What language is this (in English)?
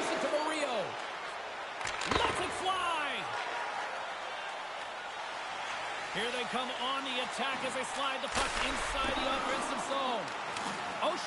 English